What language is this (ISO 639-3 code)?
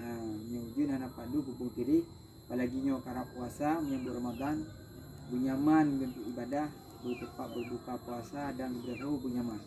ace